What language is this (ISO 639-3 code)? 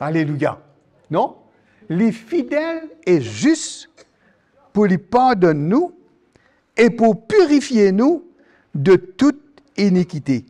mfe